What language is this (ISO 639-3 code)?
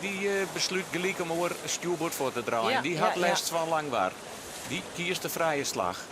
fry